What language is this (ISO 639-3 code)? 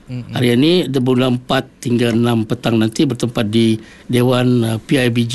msa